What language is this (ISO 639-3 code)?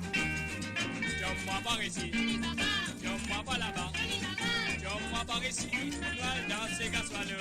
mfe